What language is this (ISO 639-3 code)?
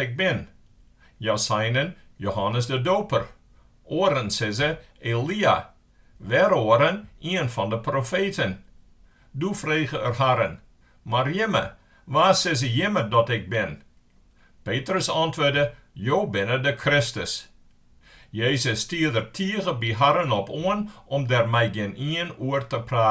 fry